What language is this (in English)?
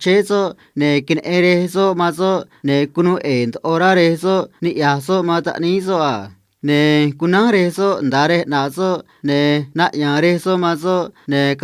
Copala Triqui